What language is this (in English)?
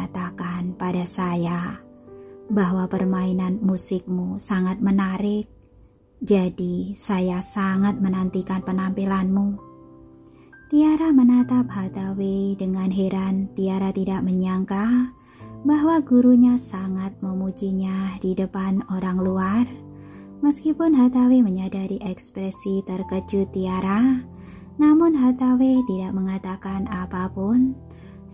Indonesian